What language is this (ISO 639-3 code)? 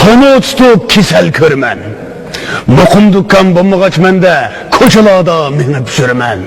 uig